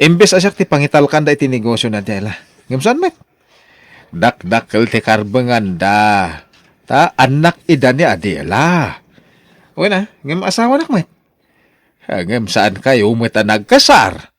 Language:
Iloko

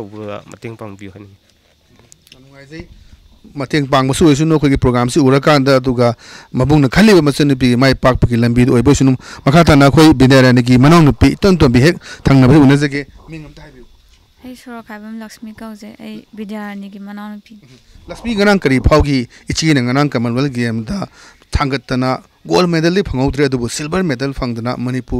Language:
Manipuri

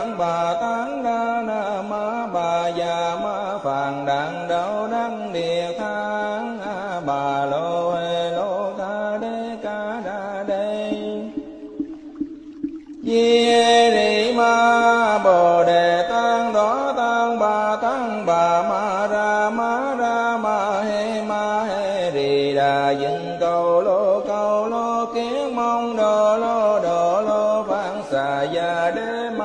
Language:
Vietnamese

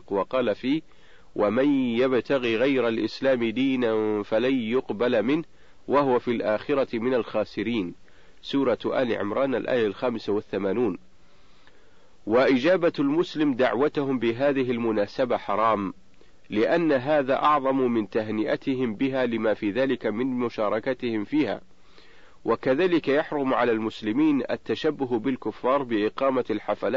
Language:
Arabic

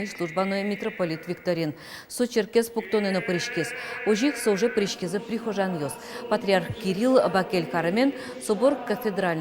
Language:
Udmurt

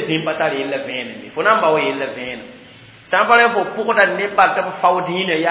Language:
Mossi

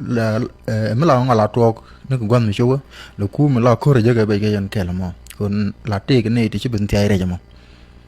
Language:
Nuer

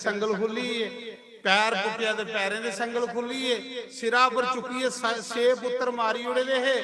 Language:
Dogri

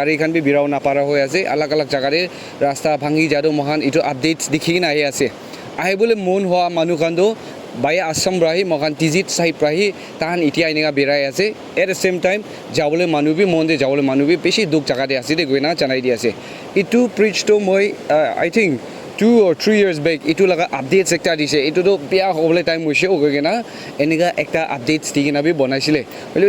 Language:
Naga Pidgin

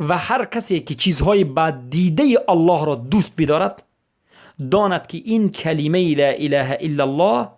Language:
Persian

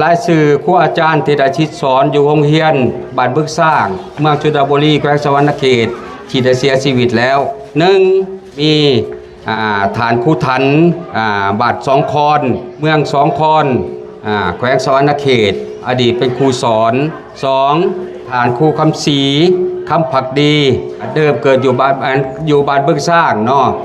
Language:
Lao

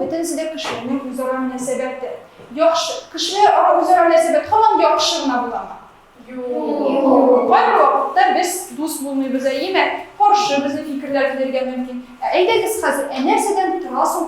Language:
Tatar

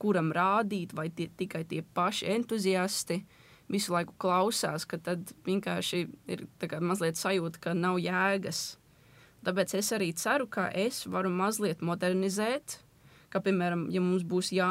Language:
Latvian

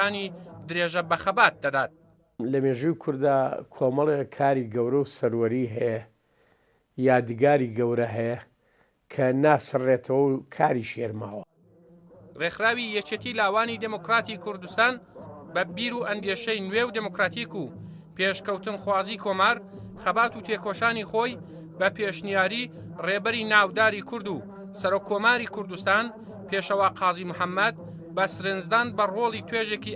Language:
Central Kurdish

